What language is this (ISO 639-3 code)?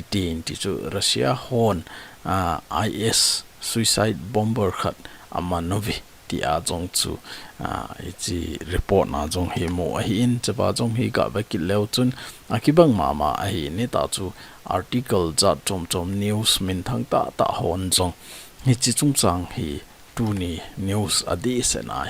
tcz